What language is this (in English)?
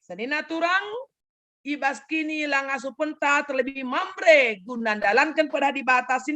Batak Karo